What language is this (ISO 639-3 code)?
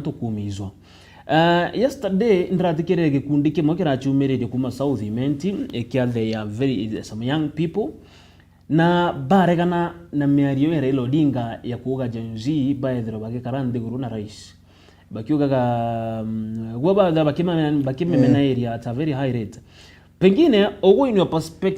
mer